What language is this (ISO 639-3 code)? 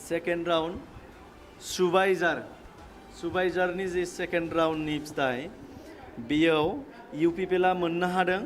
brx